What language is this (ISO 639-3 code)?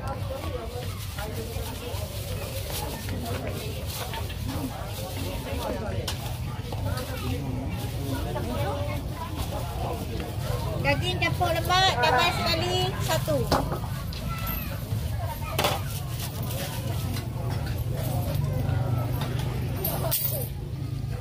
msa